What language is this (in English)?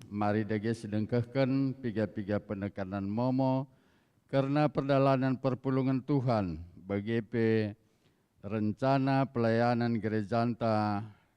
Batak Karo